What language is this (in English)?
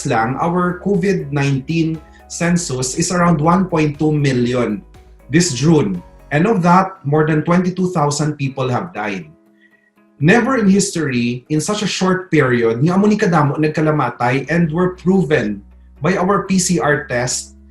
Hiligaynon